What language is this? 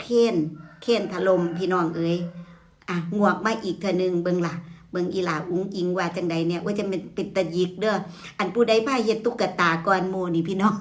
Northeastern Thai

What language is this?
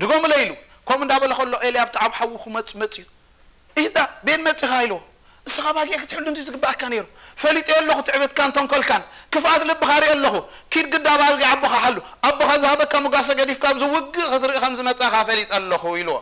Tigrinya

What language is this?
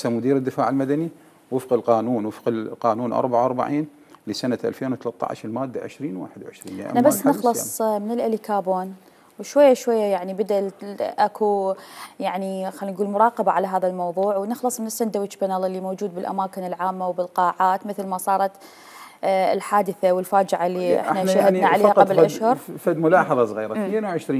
Mesopotamian Arabic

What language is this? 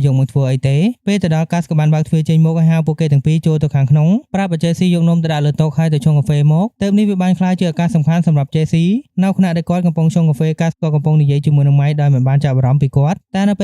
Khmer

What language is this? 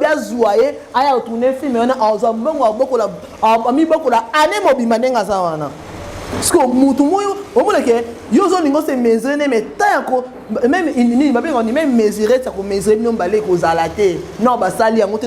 Lingala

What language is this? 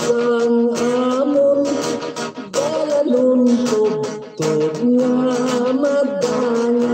Hiligaynon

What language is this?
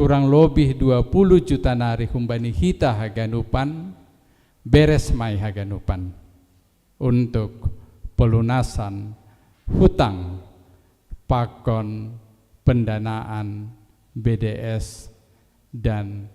Batak Simalungun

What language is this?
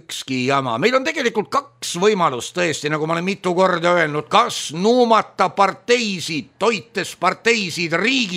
Estonian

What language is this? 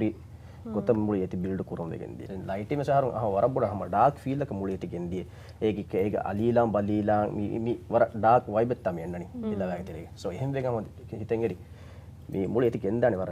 Divehi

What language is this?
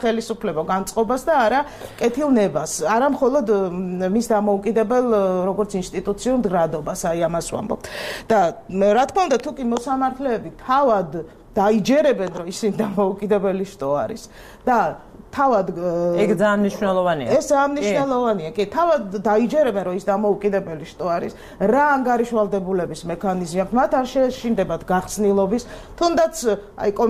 Georgian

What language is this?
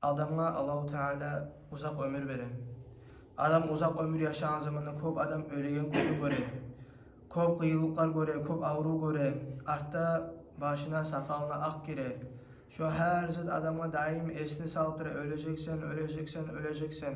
Kumyk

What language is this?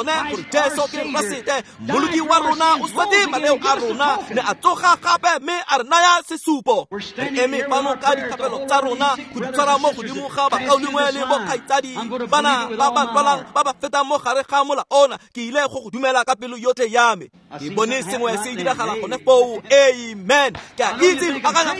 Tswana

